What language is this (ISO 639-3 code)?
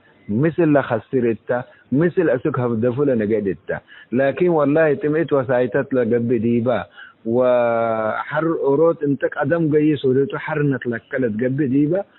tig